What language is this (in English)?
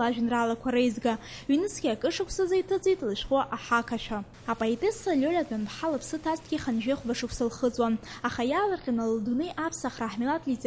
Abkhazian